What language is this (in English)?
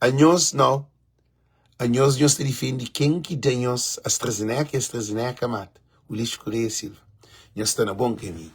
Kabuverdianu